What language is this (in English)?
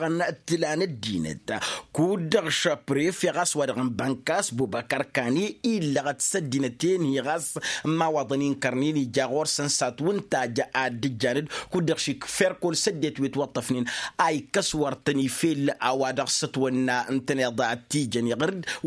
Tamasheq